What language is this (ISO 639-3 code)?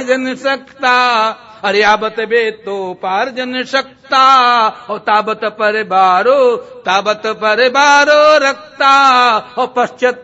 hin